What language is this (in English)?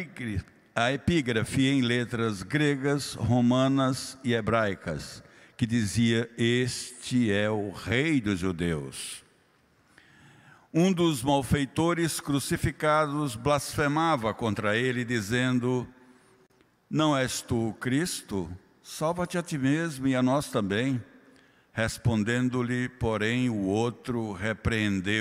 Portuguese